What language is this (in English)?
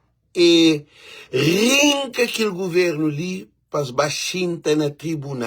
Kabuverdianu